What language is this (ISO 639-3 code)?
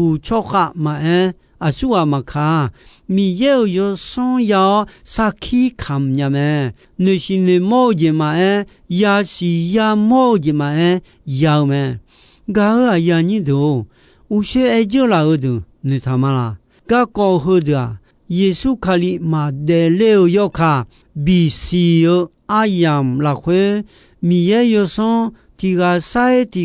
ahk